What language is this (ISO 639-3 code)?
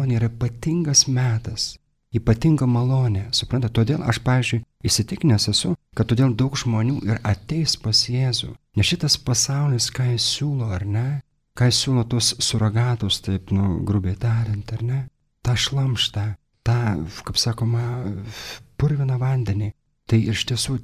lit